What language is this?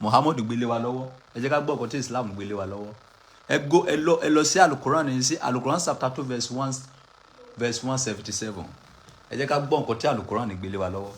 Yoruba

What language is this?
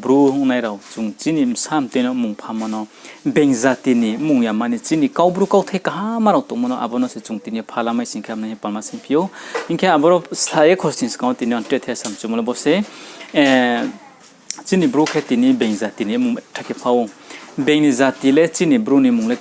Riang (India)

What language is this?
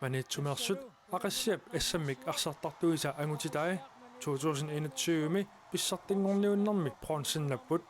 Kalaallisut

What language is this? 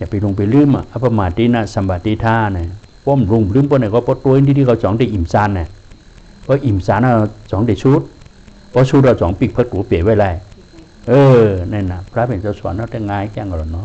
Shan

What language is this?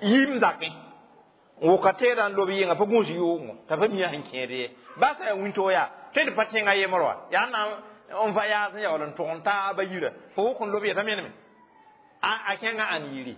Mossi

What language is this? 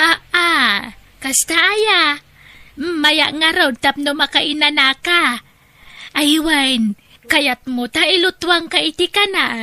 Iloko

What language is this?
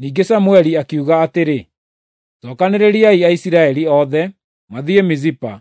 Kikuyu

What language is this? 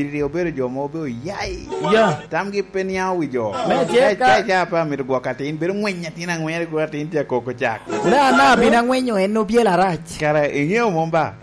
Lango (Uganda)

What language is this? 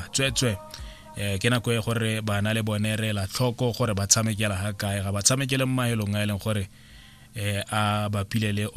Tswana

